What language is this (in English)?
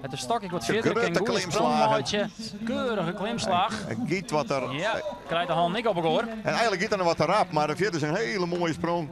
Western Frisian